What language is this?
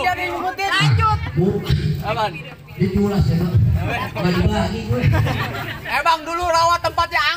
Betawi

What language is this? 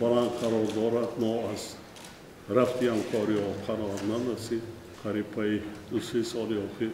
Tajik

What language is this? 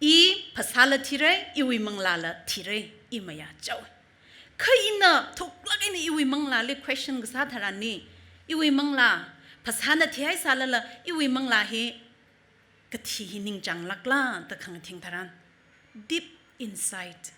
Tangkhul Naga (India)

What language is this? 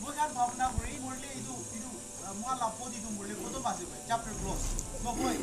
Naga Pidgin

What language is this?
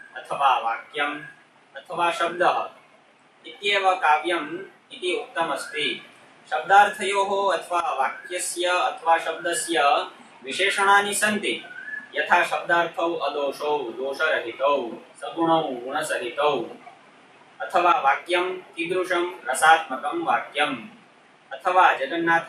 Sanskrit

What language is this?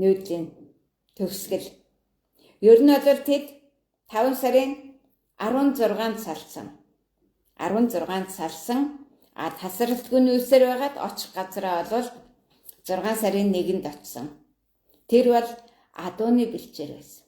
Mongolian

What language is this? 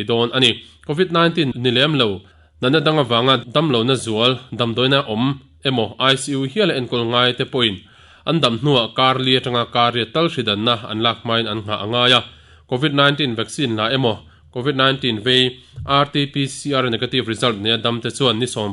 Mizo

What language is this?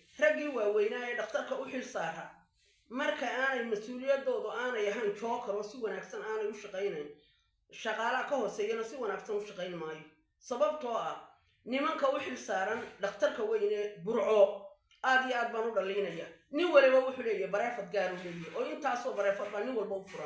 Somali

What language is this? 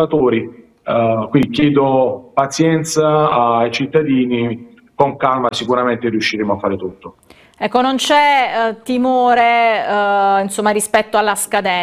Italian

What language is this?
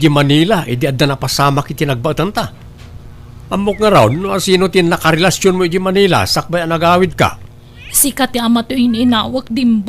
Iloko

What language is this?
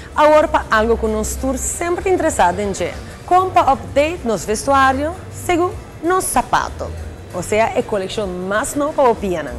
Papiamento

